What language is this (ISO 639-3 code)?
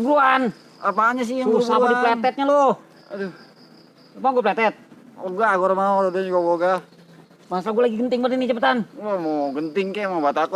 bew